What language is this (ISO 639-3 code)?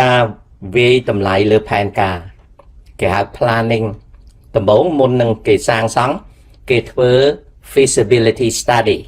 khm